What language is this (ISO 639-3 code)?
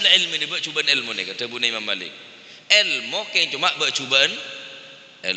mad